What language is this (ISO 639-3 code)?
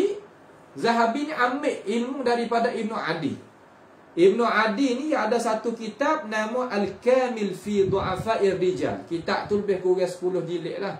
msa